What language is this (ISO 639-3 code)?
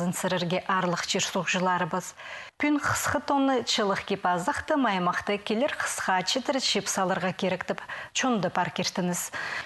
kjh